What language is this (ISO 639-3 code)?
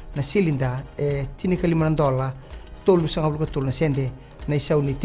fij